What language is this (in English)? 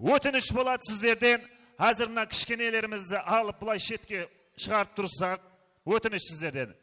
Kara-Kalpak